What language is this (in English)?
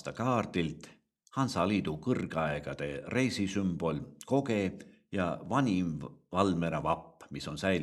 Estonian